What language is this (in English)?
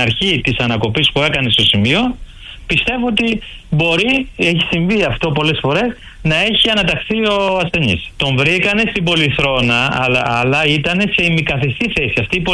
Greek